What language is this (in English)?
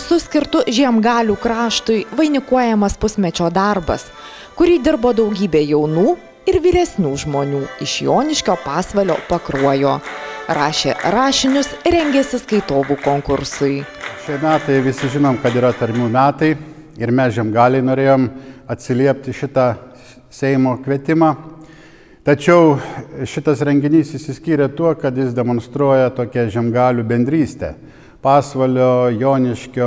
Lithuanian